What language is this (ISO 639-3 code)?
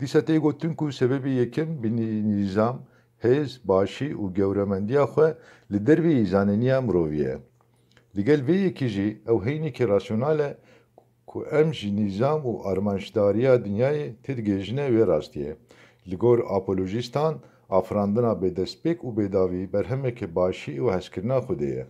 kur